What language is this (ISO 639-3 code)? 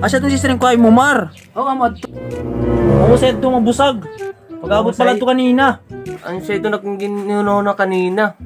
war